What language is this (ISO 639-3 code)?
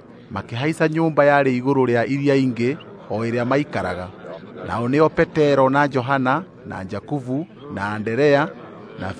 kik